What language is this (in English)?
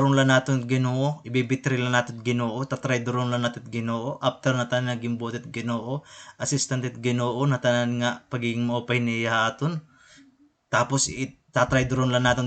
Waray